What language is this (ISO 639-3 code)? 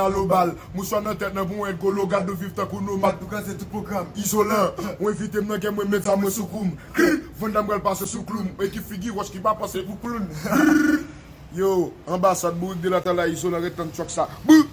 hat